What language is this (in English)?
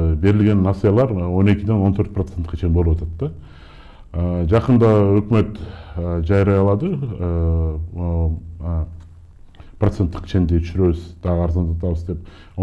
Kyrgyz